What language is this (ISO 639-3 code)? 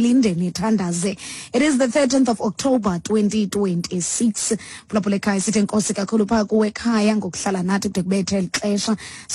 xho